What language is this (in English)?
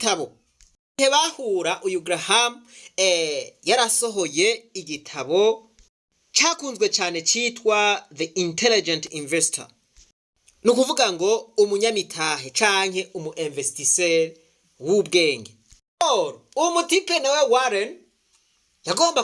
Rundi